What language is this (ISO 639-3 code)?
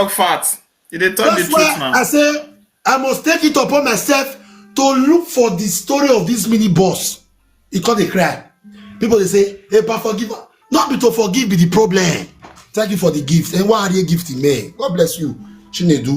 pcm